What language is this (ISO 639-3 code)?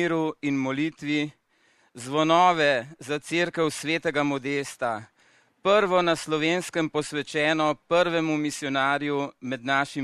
slv